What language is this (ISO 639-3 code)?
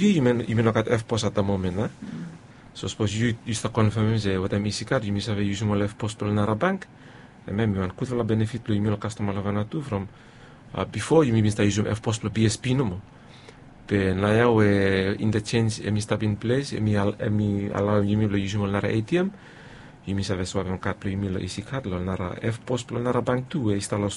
bis